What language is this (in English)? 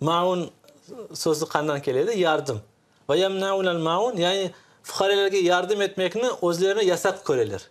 Crimean Tatar